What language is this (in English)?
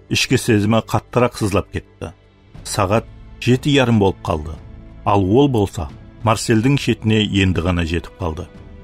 Kara-Kalpak